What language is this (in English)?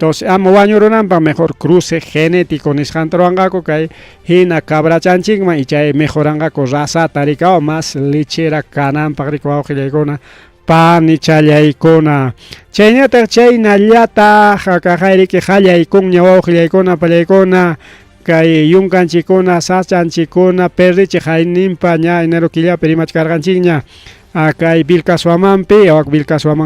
Ayacucho Quechua